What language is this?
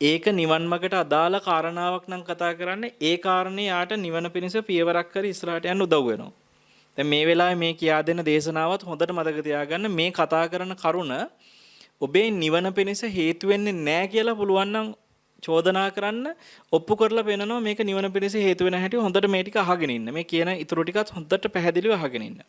Sinhala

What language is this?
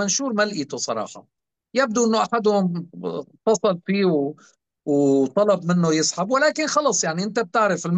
North Levantine Arabic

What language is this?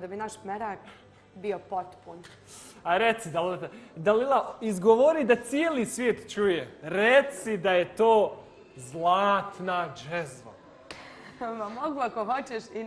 Bosnian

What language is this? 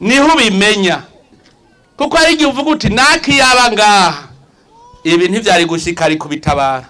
Rundi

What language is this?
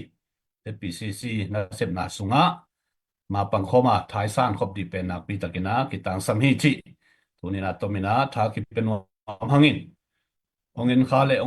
Tedim Chin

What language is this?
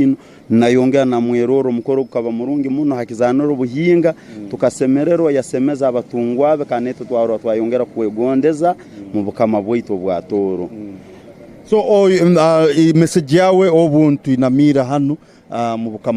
Tooro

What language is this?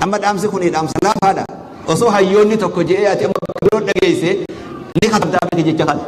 Oromo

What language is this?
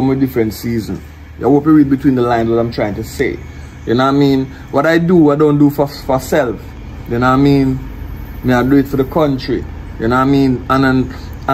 Jamaican Creole English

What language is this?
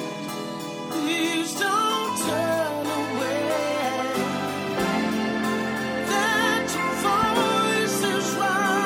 Estonian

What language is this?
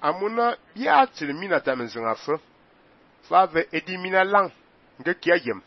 Fang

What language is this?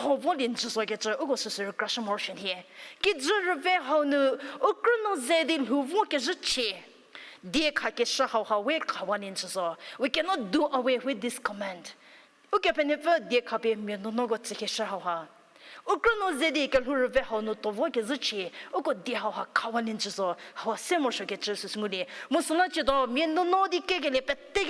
Angami Naga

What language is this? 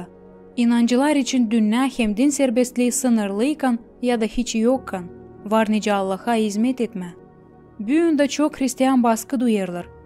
Gagauz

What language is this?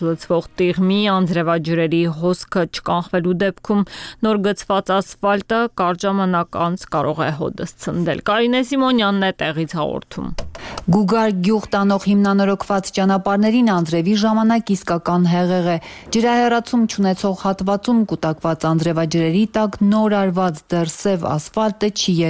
Armenian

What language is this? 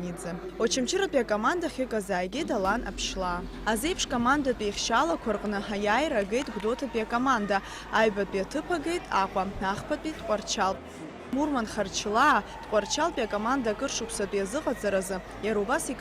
Abkhazian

